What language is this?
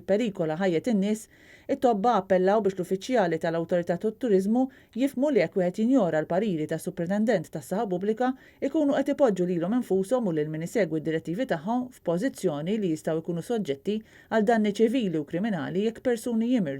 Maltese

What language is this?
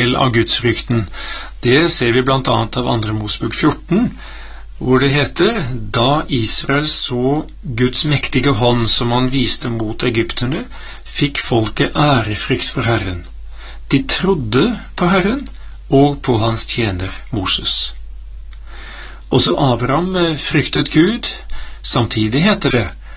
Norwegian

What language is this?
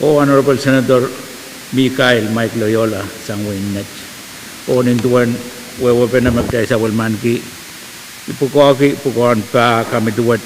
Pohnpeian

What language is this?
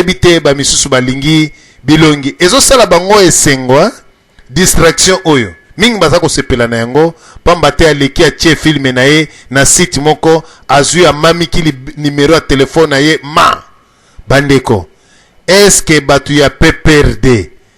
Lingala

